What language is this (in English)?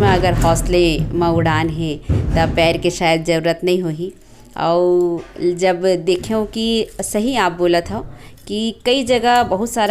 Chhattisgarhi